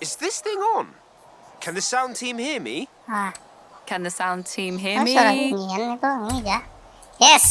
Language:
Banjar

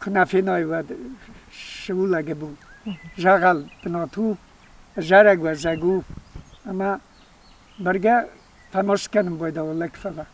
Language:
Ossetic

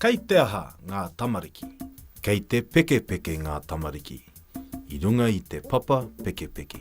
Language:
Māori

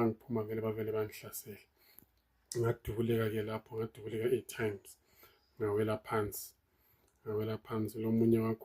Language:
Zulu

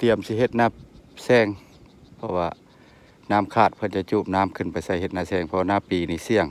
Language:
Lao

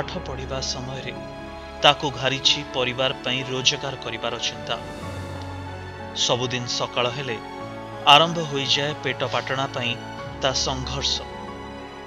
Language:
Odia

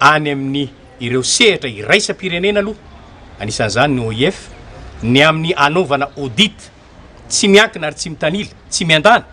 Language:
Malagasy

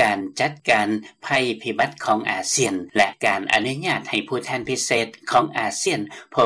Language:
Lao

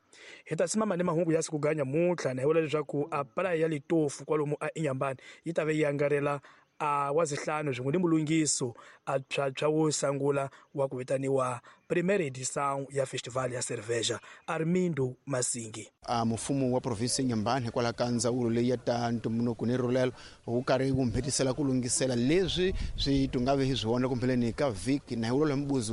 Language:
Tsonga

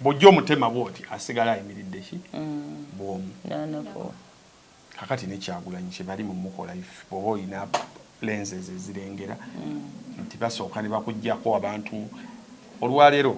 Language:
Ganda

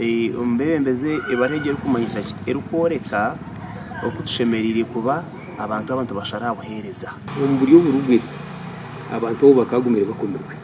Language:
Nyankole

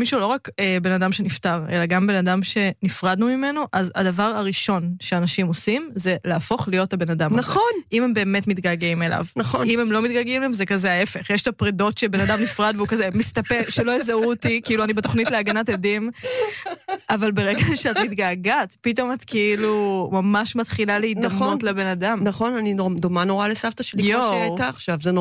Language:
Hebrew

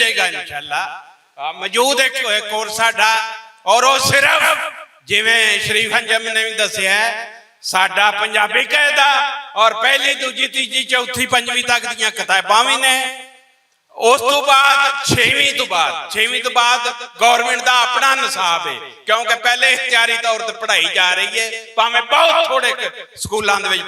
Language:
Western Panjabi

